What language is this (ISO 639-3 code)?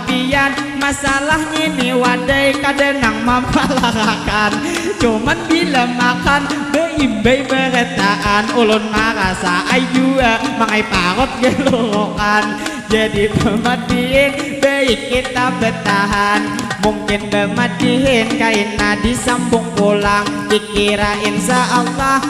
bjn